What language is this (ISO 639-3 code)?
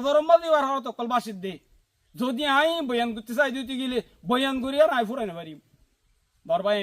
rhg